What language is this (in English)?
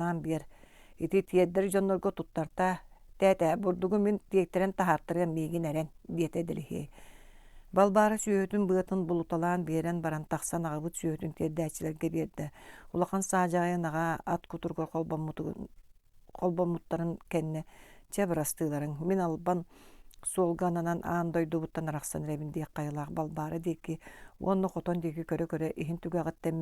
Yakut